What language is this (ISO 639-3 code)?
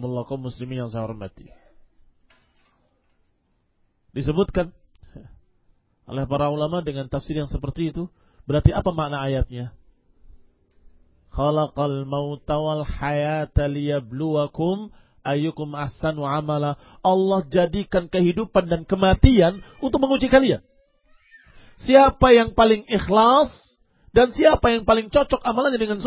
ind